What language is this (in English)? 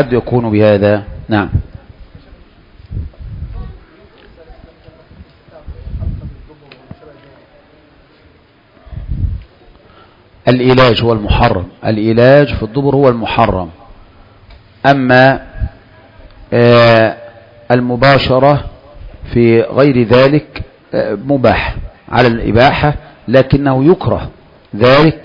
Arabic